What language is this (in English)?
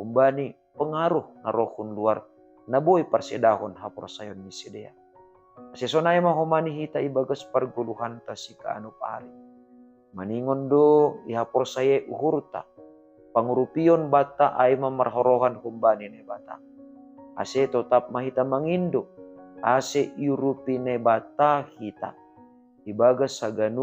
Batak Simalungun